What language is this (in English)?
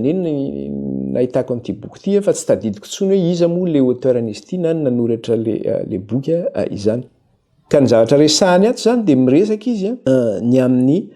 Malagasy